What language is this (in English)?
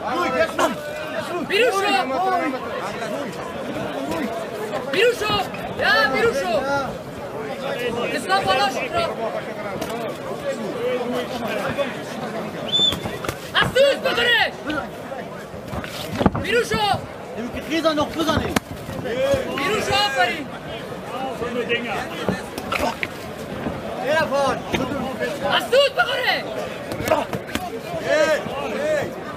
Persian